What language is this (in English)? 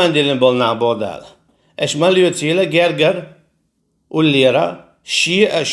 Chechen